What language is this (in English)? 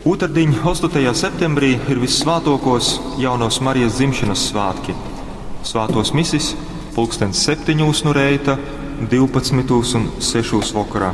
Latgalian